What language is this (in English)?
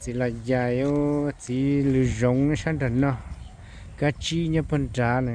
Hmong